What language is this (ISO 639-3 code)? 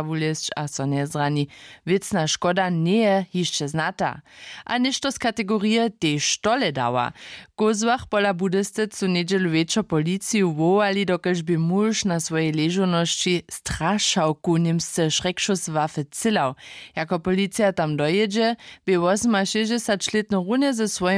hsb